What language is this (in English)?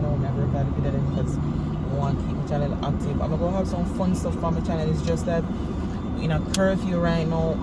Jamaican Creole English